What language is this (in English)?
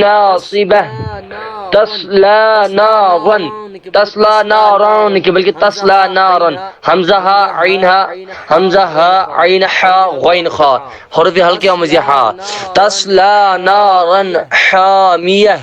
Kashmiri